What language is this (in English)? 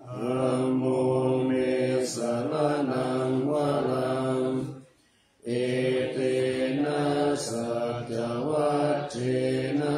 Pali